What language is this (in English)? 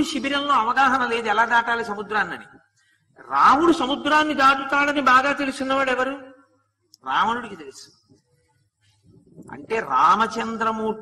Telugu